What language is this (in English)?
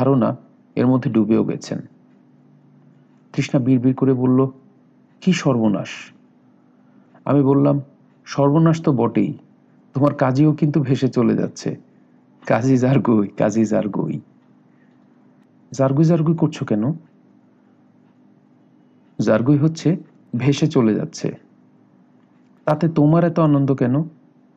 Bangla